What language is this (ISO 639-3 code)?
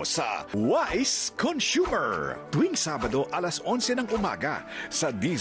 fil